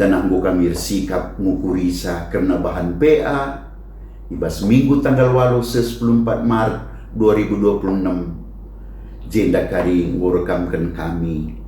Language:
Batak Karo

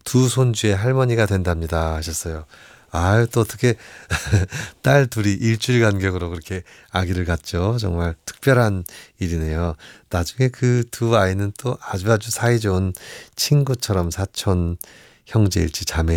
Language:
Korean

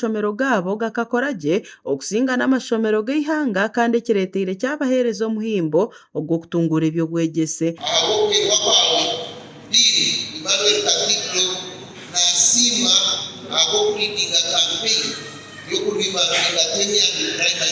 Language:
Nyankole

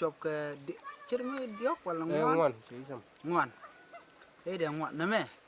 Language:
Nuer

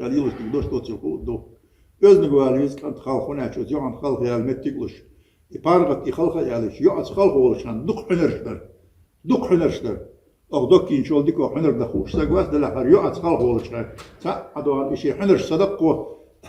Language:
Chechen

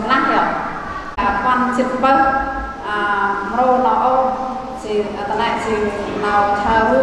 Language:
Central Mnong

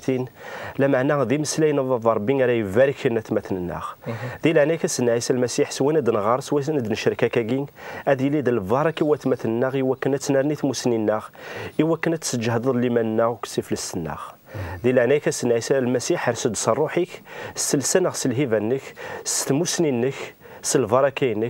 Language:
Kabyle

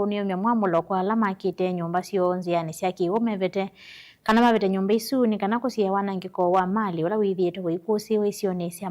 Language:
Kamba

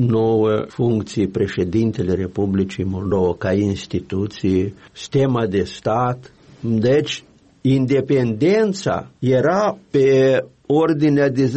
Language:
Romanian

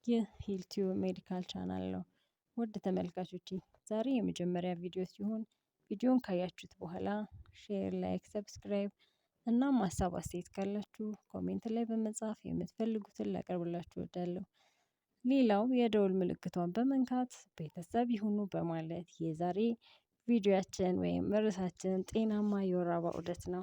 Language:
Amharic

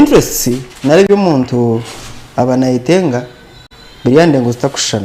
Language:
Nyankole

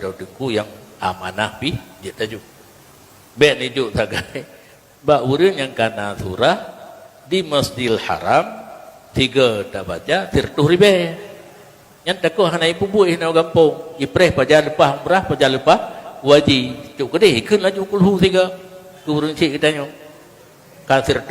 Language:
Achinese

